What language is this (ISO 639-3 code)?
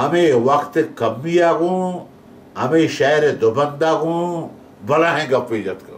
bal